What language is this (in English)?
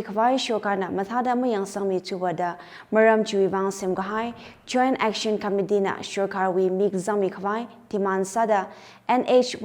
Tangkhul Naga (India)